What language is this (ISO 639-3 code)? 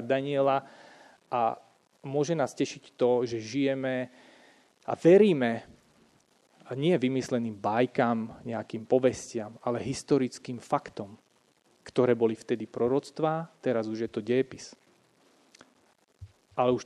slk